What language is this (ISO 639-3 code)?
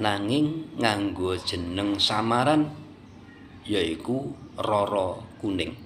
jav